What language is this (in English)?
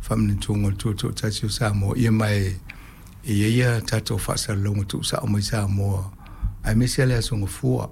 Samoan